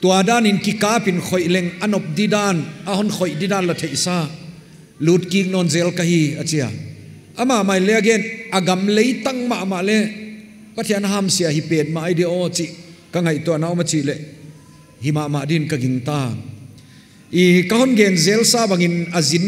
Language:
Paite Chin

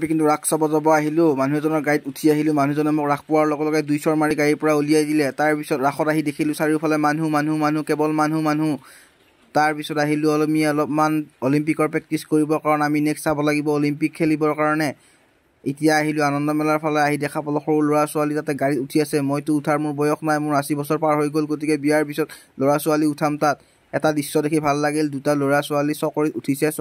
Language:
Assamese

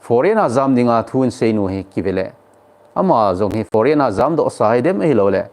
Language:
Thado Chin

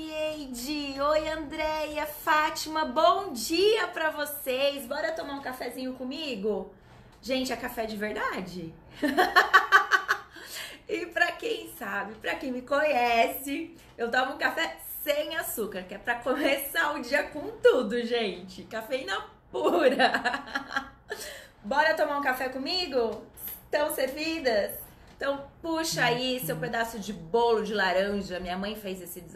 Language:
Portuguese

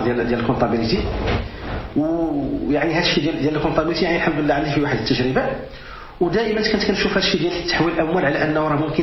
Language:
Moroccan Arabic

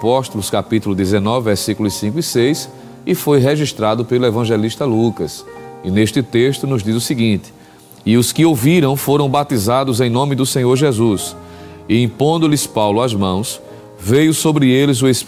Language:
Portuguese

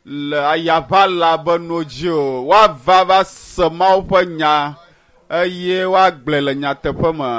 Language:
Ewe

